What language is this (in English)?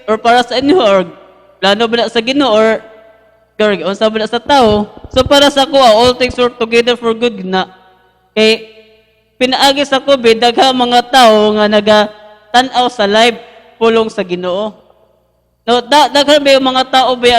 Cebuano